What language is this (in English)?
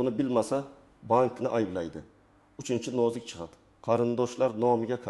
Uzbek